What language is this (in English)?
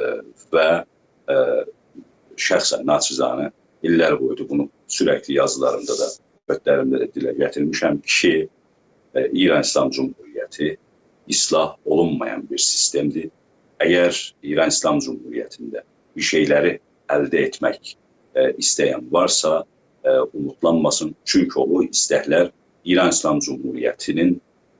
South Azerbaijani